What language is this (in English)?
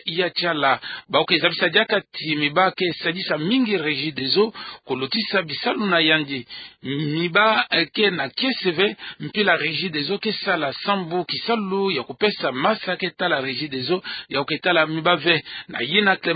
Kituba (Democratic Republic of Congo)